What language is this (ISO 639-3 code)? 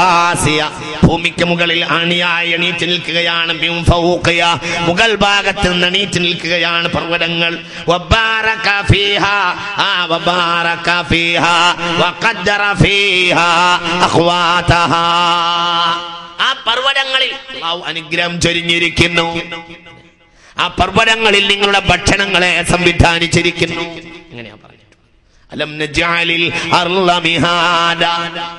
mal